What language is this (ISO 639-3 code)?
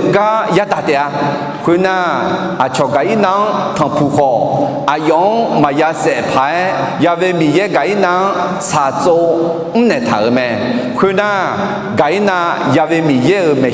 ahk